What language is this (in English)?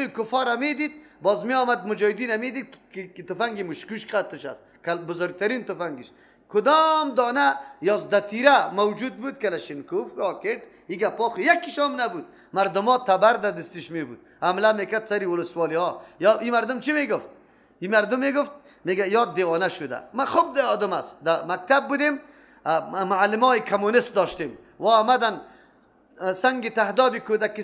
Persian